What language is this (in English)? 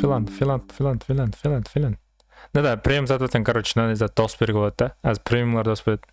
Kara-Kalpak